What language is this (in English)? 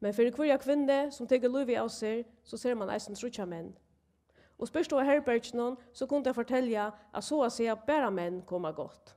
Faroese